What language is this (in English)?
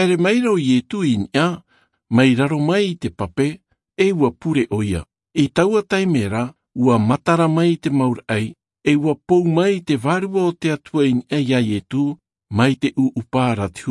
Tahitian